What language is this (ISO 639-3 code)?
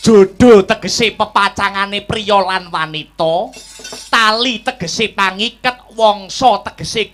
jav